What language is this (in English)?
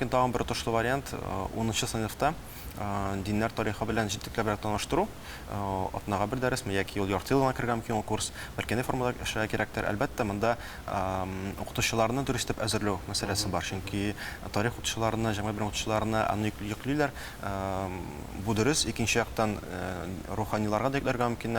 Tatar